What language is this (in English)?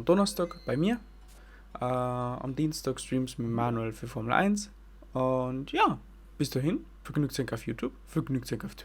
Bavarian